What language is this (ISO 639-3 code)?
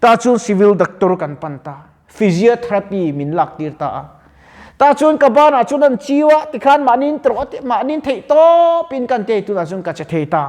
lus